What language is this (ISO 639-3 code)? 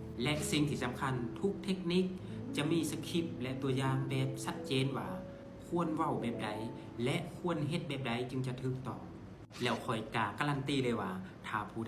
lao